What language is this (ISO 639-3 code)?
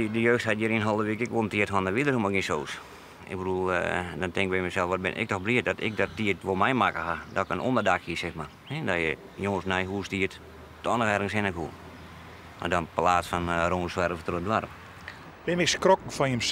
fry